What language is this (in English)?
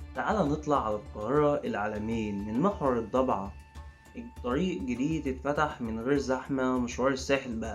Egyptian Arabic